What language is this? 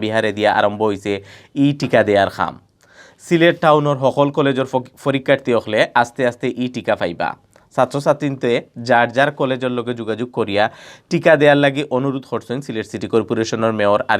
Sylheti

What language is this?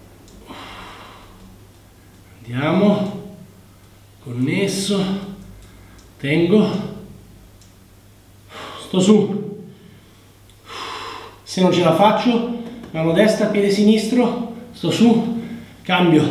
Italian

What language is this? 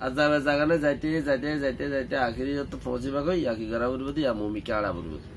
Rohingya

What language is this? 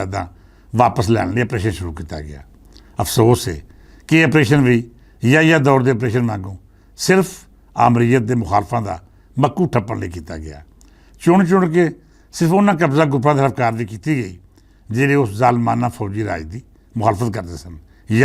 Western Panjabi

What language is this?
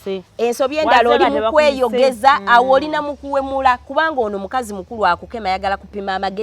Ganda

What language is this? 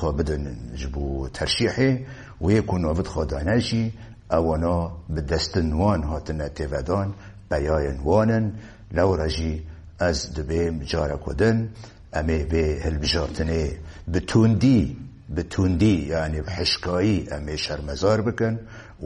Kurdish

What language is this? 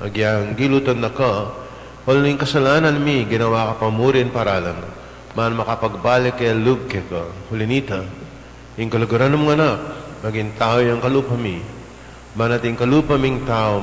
Pampanga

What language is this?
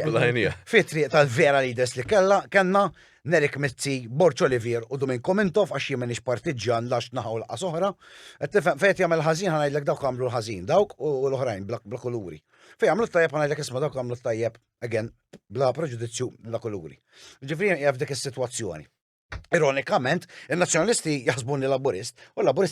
Maltese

